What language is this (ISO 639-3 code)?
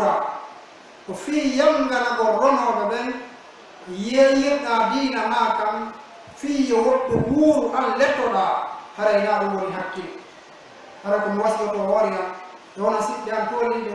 fuf